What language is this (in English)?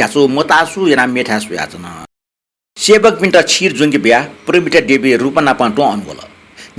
Newari